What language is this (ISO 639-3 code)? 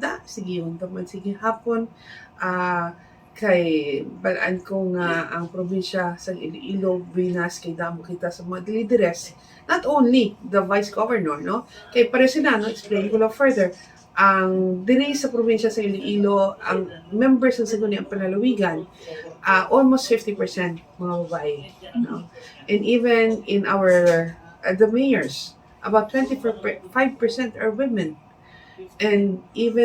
hil